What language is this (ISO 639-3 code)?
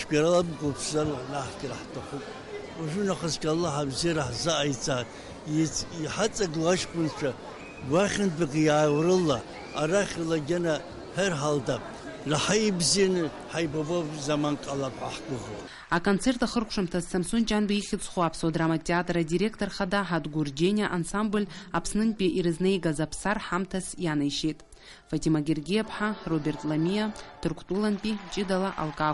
abk